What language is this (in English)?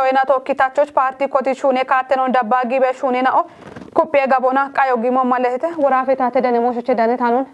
Kafa